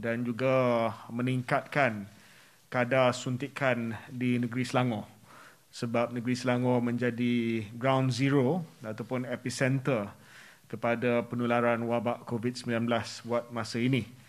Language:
Malay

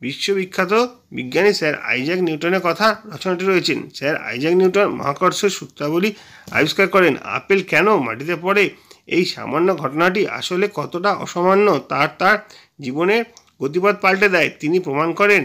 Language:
Bangla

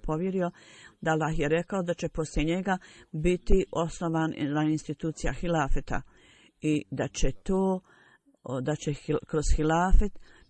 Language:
Bosnian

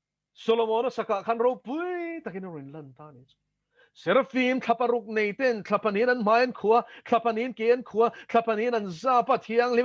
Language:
Mizo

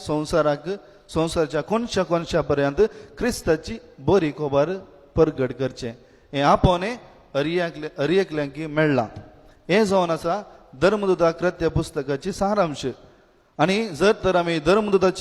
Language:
Konkani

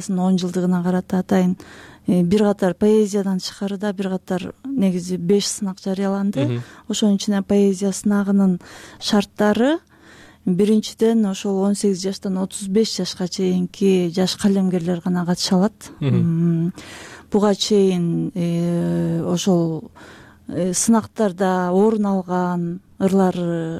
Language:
Kyrgyz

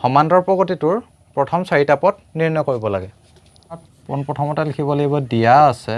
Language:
Assamese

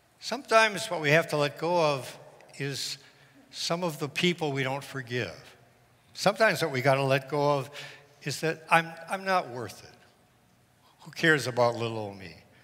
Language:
English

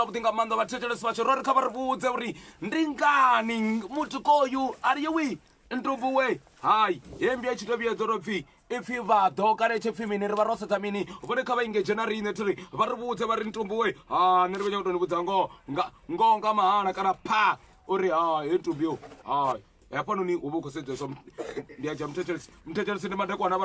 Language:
Venda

